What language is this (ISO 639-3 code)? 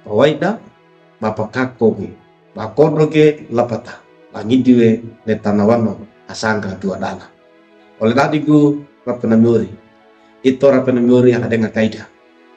wew